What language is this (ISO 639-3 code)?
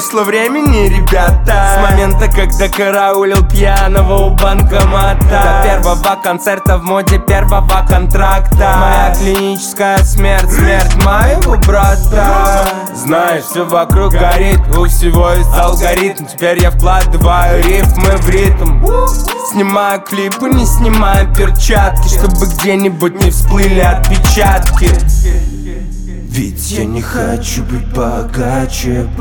rus